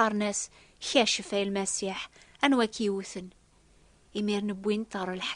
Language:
Kabyle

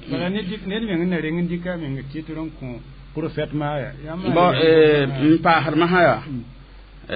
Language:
Mossi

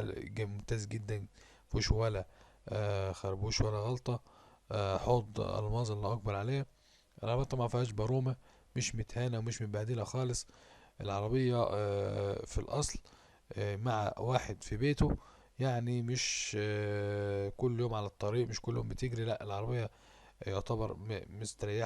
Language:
Egyptian Arabic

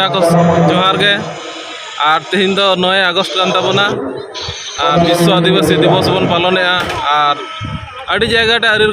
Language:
Santali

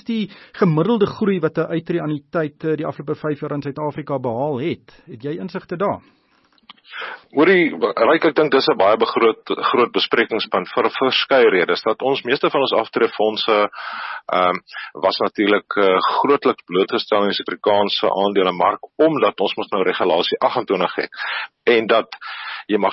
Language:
Afrikaans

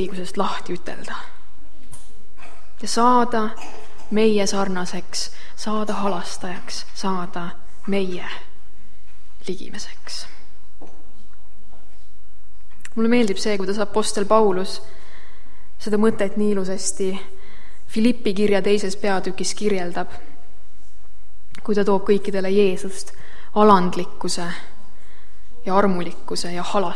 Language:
Estonian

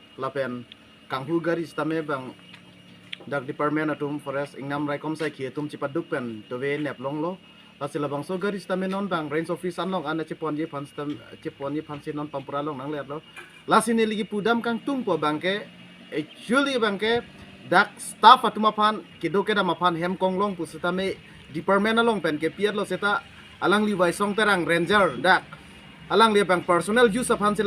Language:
Karbi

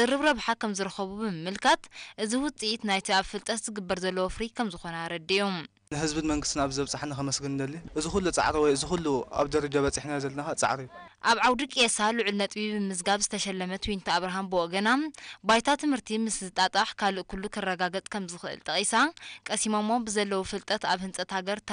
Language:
Tigrinya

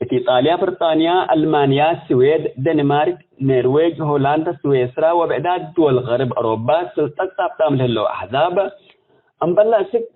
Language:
Tigre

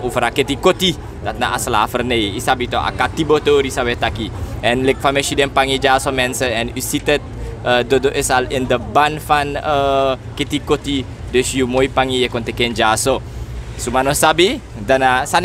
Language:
Sranan Tongo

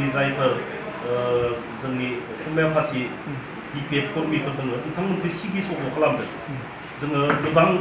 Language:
Bodo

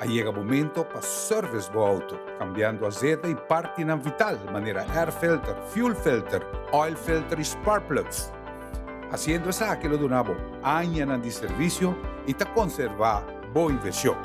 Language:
Papiamento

